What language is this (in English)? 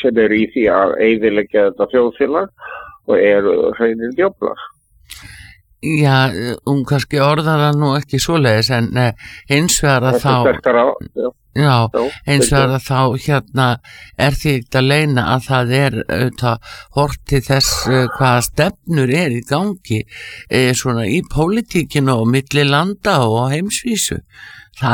Icelandic